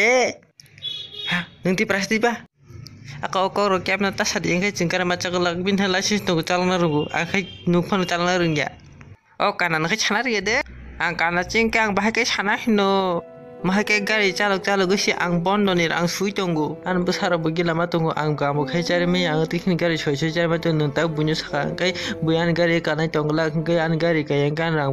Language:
Kok Borok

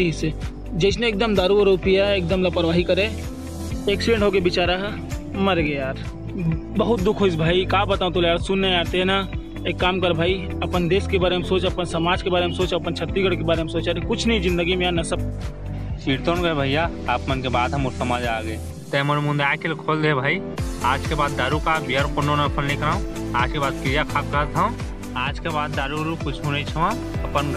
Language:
Chhattisgarhi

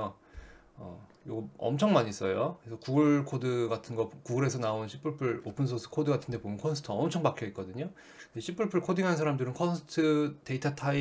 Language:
Korean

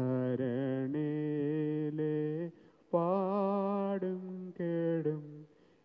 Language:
Malayalam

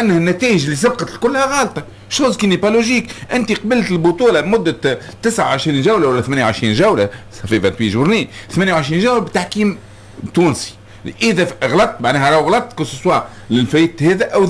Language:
Tunisian Arabic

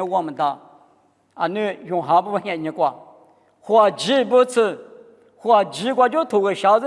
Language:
Lisu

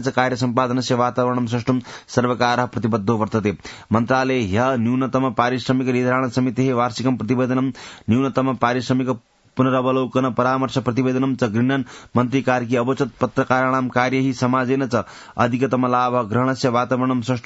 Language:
Sanskrit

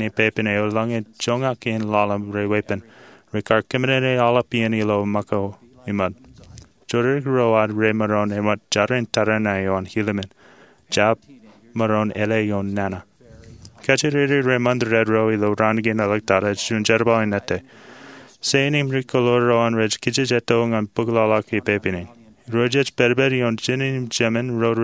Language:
Marshallese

